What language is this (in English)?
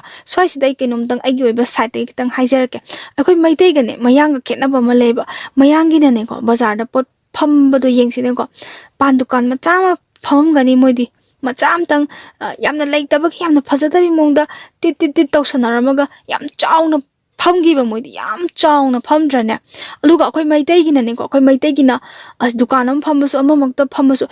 Manipuri